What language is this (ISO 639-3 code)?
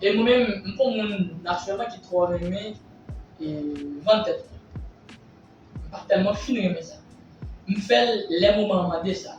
hat